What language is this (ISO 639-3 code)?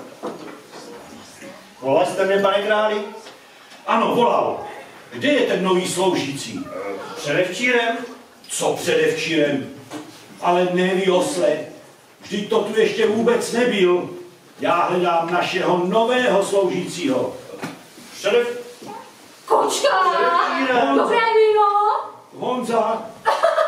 ces